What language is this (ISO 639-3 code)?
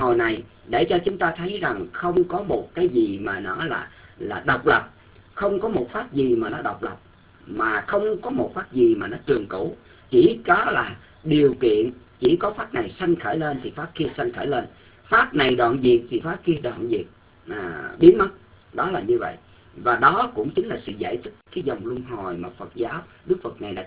vie